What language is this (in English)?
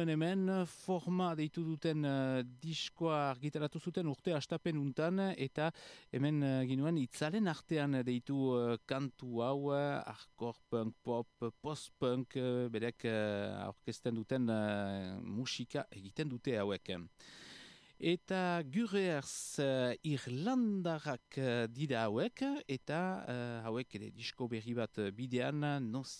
Basque